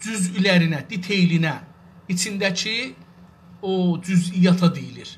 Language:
South Azerbaijani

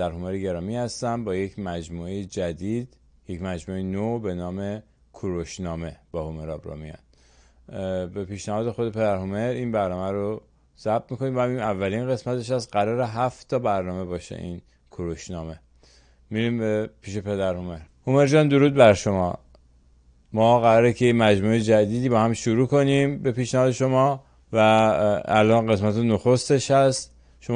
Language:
Persian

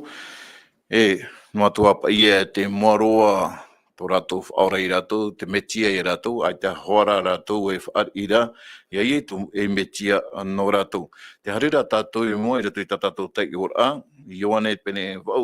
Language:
Tahitian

